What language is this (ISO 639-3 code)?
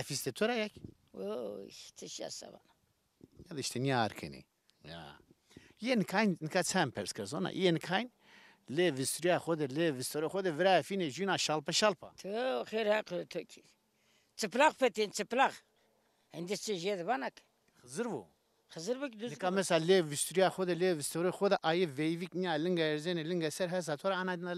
zza